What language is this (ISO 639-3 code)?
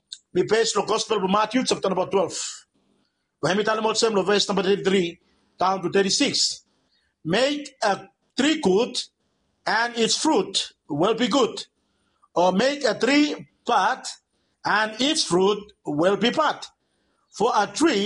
bis